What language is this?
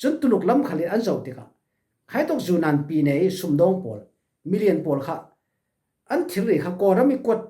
Falam Chin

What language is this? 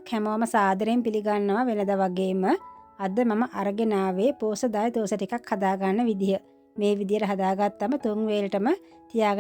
Sinhala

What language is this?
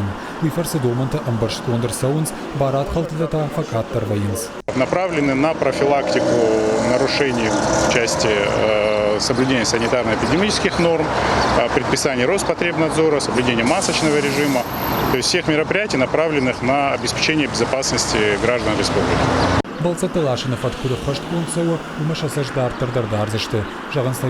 Ossetic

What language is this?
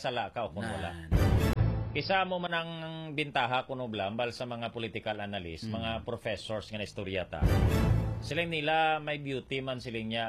Hiligaynon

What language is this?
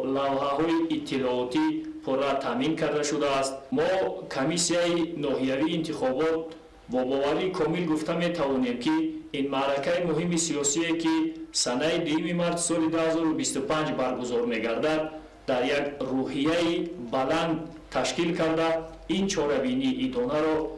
Tajik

